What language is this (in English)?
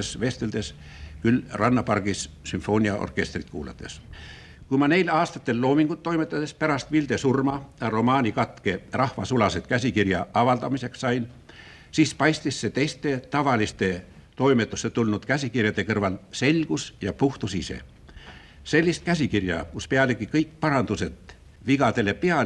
Estonian